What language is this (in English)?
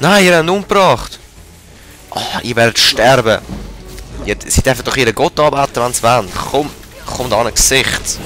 Swiss German